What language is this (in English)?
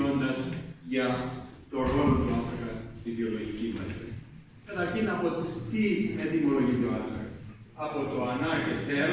Greek